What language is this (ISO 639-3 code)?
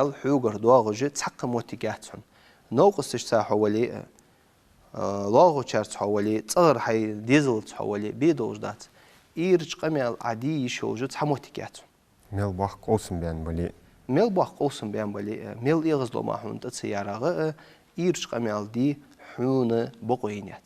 inh